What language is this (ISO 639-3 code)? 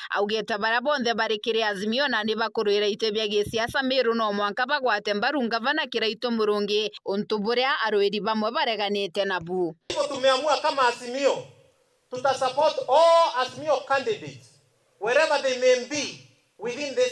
mer